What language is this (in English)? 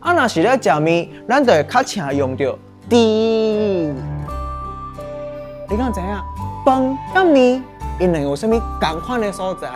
Min Nan Chinese